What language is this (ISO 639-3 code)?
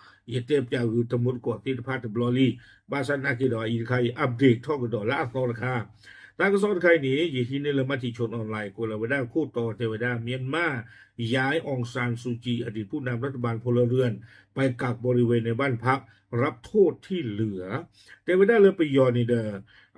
ksw